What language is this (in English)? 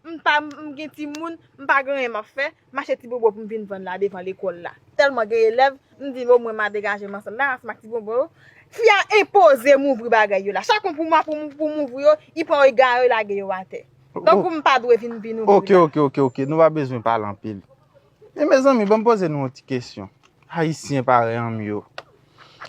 Haitian Creole